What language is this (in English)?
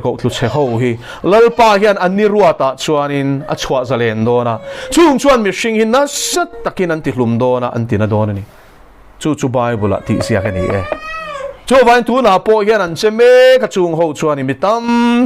Mizo